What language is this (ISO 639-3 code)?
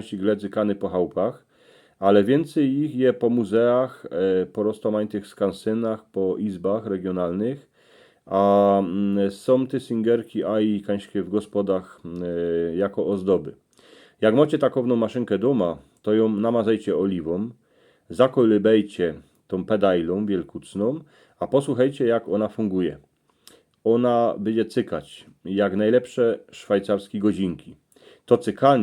szl